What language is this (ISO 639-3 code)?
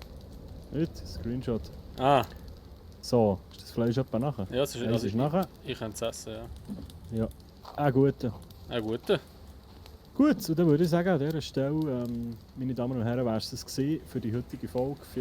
gsw